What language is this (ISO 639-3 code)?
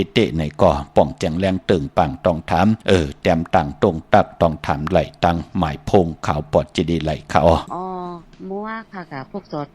shn